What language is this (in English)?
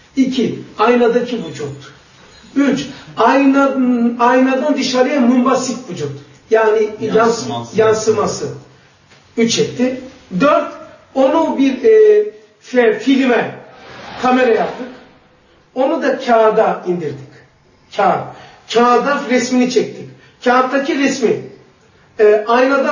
Turkish